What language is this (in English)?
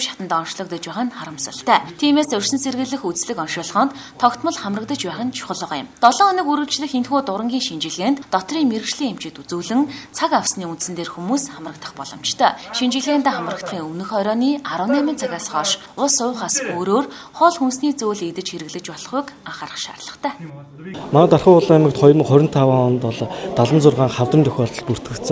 Mongolian